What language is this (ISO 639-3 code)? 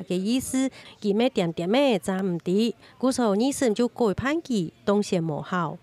hak